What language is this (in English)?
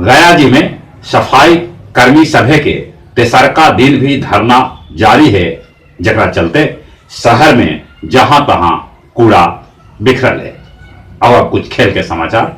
Magahi